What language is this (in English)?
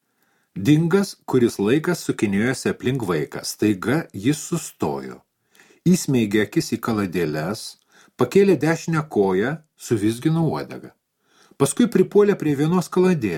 Lithuanian